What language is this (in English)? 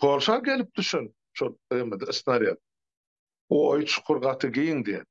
Turkmen